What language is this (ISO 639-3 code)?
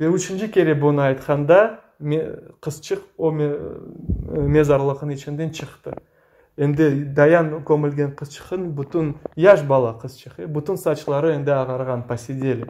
crh